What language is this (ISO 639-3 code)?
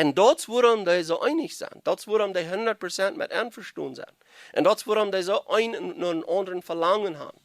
pdt